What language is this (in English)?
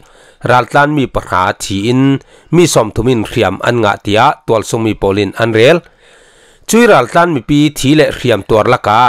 Falam Chin